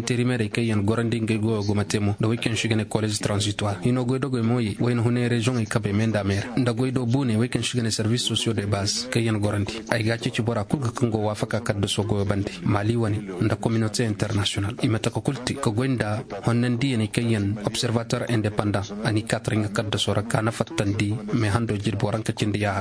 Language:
Zarma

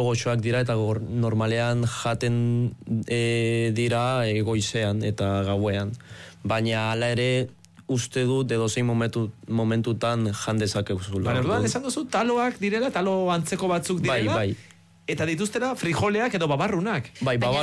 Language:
Basque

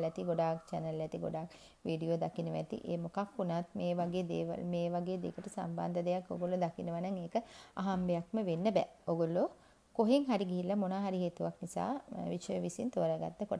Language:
Sinhala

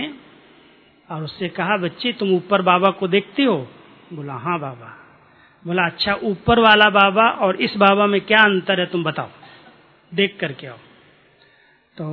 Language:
Hindi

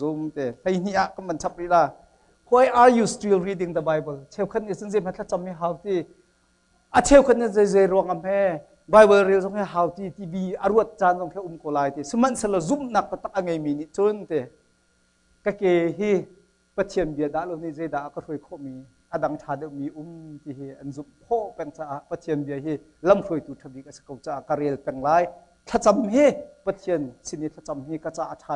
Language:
Hakha Chin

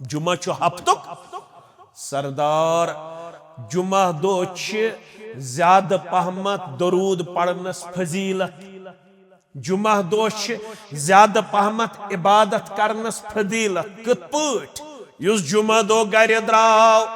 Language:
Kashmiri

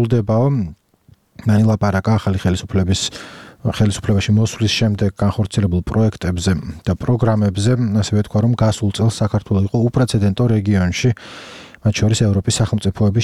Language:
Georgian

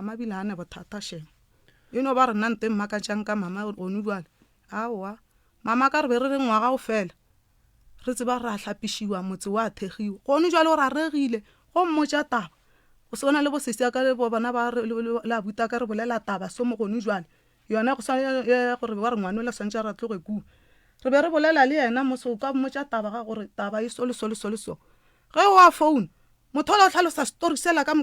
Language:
Northern Sotho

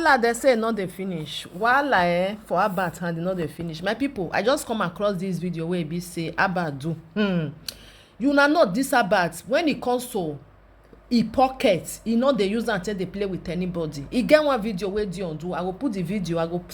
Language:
Nigerian Pidgin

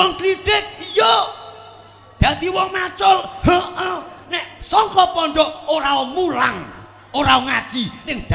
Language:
Javanese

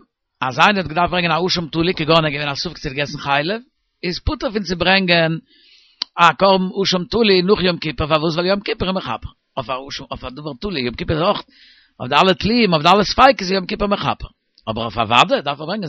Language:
Yiddish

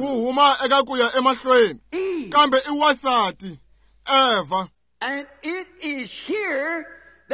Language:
Tsonga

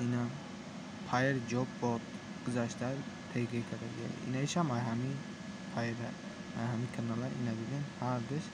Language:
Tajik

